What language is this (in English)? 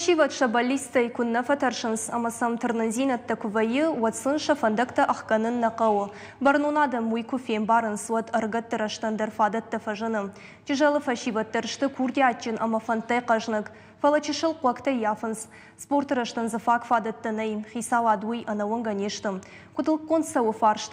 Ossetic